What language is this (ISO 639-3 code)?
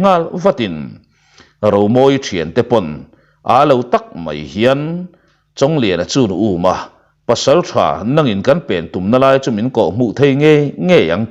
lus